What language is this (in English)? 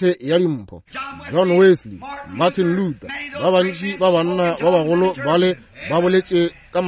Northern Sotho